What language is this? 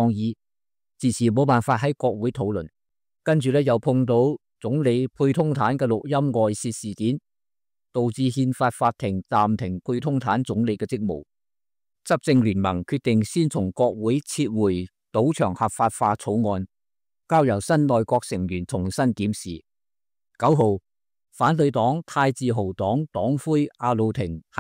Cantonese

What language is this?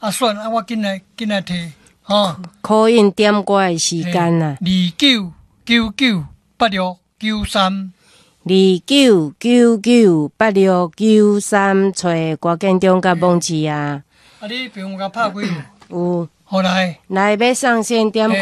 Min Nan Chinese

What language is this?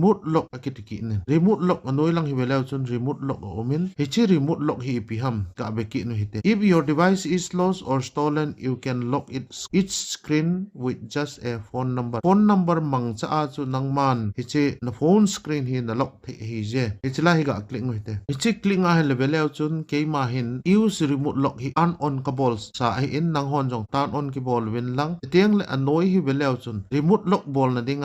Thado Chin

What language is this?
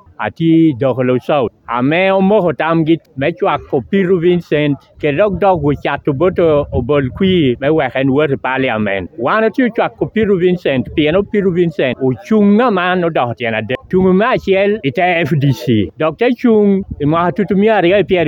Lango (Uganda)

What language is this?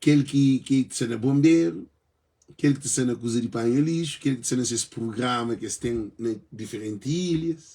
Kabuverdianu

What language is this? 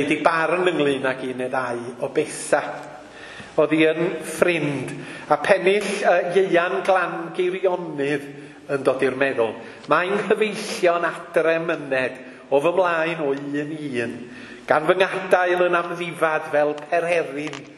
Welsh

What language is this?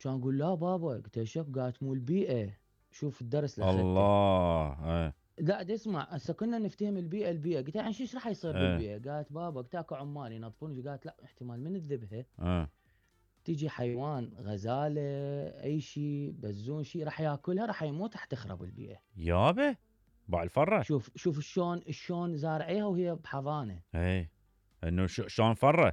Mesopotamian Arabic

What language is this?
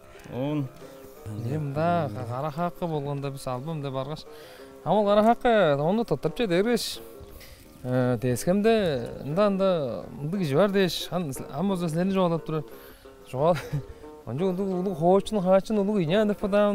Tuvinian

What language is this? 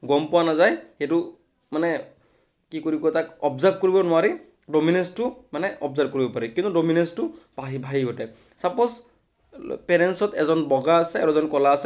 Assamese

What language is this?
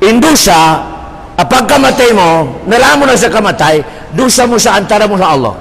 Tausug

